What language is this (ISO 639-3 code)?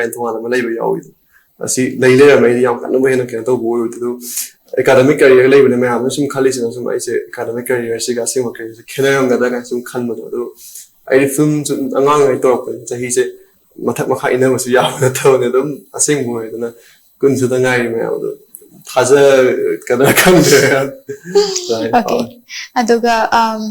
mni